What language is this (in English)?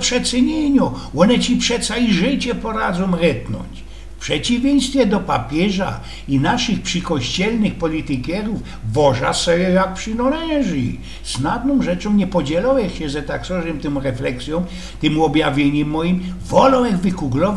Silesian